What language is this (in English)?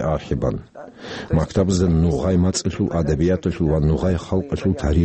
Avaric